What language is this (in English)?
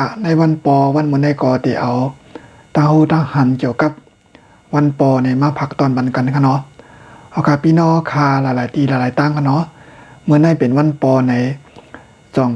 Shan